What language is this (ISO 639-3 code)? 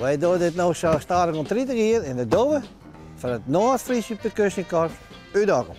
fry